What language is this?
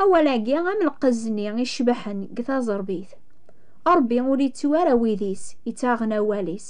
Kabyle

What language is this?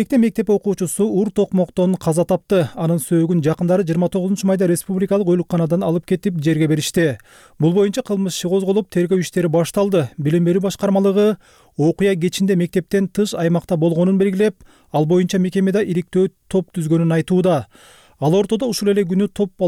Kyrgyz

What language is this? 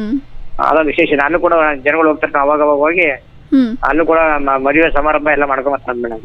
Kannada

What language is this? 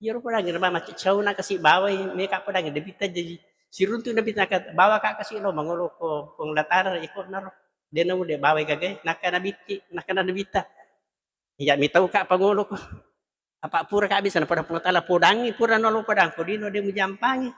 Buginese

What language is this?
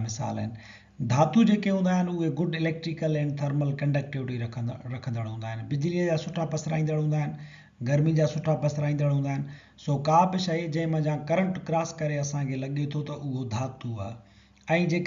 Sindhi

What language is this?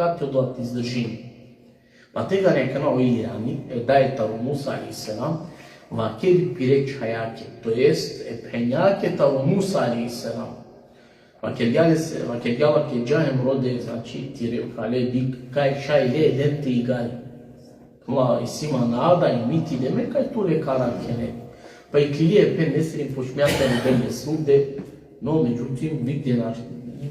Balkan Romani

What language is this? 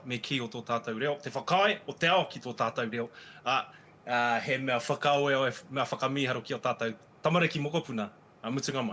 Māori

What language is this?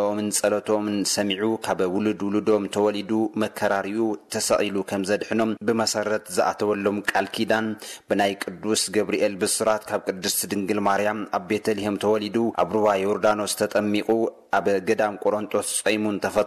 Tigrinya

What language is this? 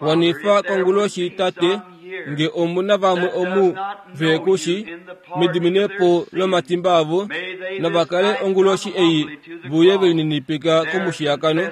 Kuanyama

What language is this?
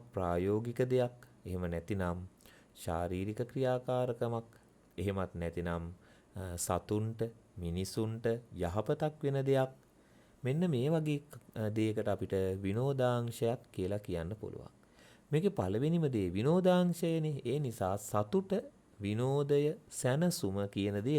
Sinhala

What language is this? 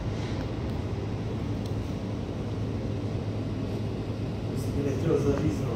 Czech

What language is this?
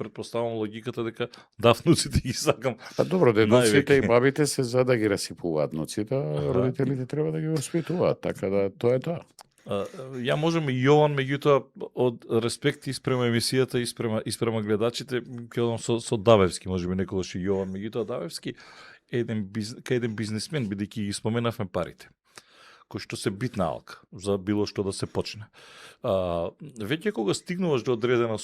Macedonian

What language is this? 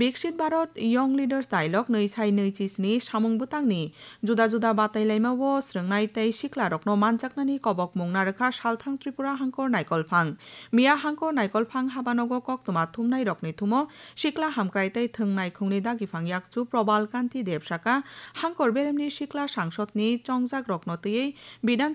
Kok Borok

